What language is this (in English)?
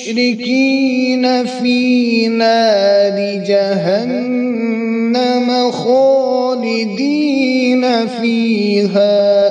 Kashmiri